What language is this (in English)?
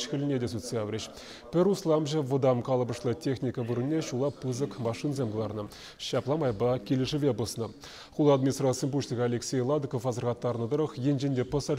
Chuvash